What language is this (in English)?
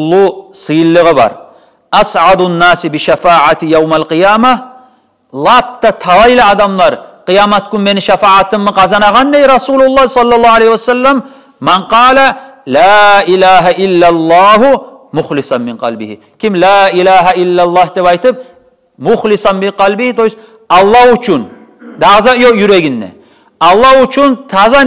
Kumyk